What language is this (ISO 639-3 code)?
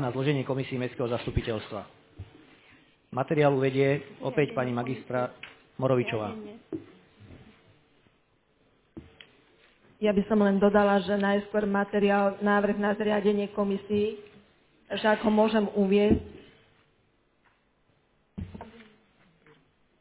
slk